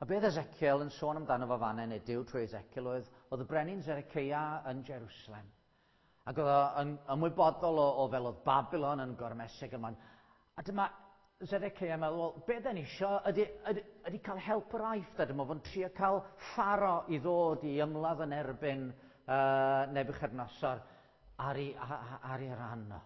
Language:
Welsh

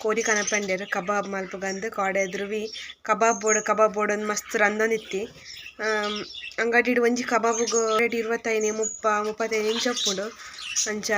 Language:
Tulu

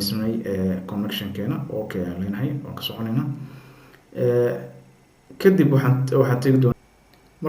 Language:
Somali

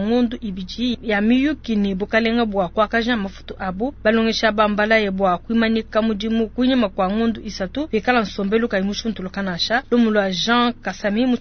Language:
Luba-Lulua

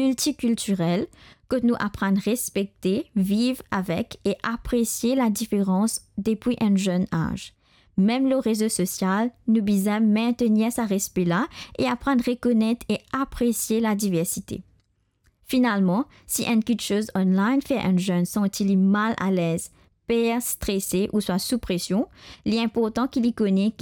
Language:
Morisyen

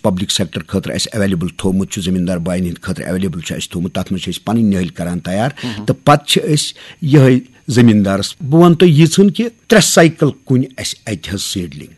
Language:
Kashmiri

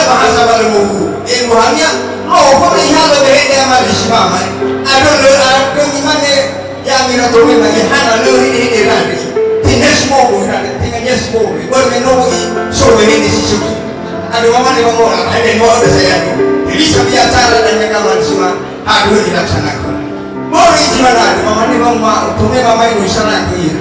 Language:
Nias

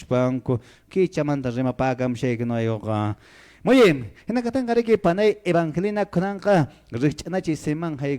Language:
Quechua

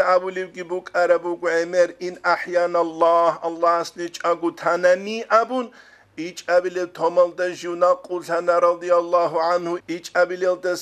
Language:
Avaric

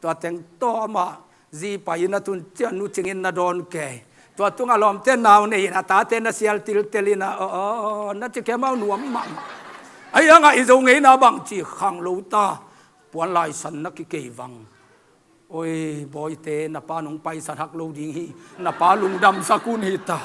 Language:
Tedim Chin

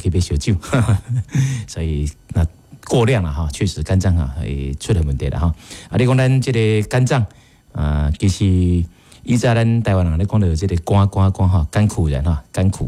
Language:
Min Nan Chinese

